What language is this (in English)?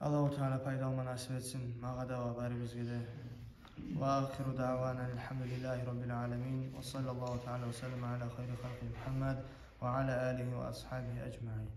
Kumyk